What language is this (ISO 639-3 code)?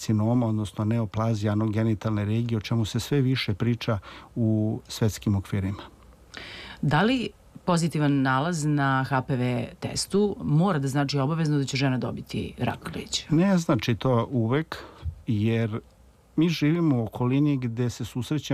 srp